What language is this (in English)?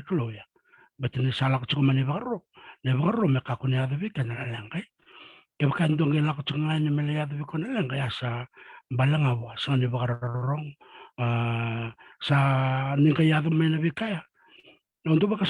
Fijian